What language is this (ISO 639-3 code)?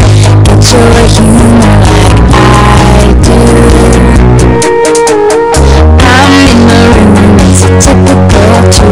eng